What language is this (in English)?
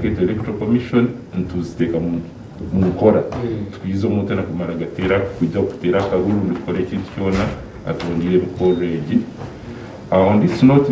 Nyankole